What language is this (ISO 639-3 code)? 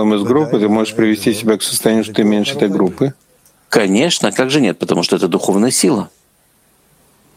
rus